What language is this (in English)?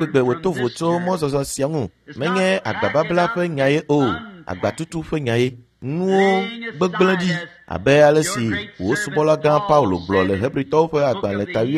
Ewe